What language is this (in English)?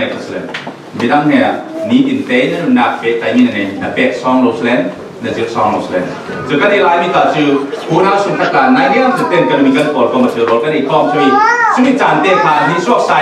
Falam Chin